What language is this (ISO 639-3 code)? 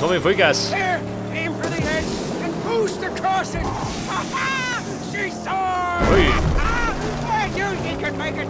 bar